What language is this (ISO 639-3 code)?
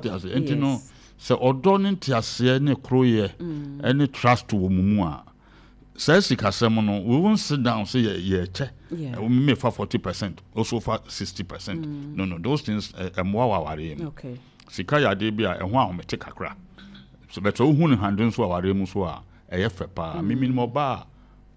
aka